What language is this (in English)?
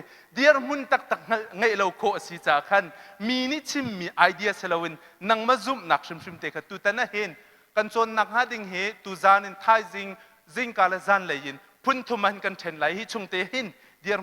Hakha Chin